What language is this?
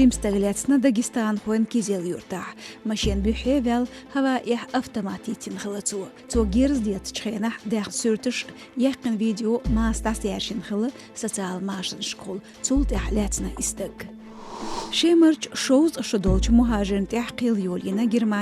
Chechen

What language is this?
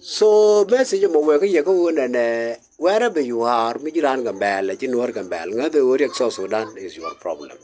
Nuer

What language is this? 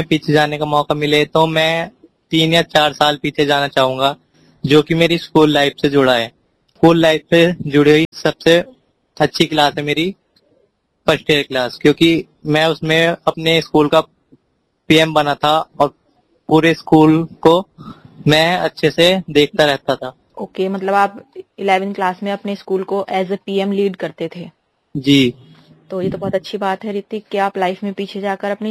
Hindi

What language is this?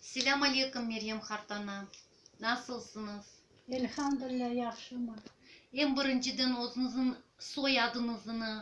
Crimean Tatar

